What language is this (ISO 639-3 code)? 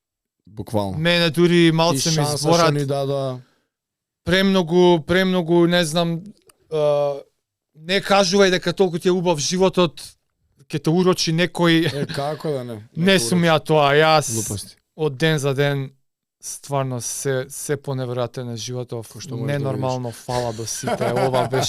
mkd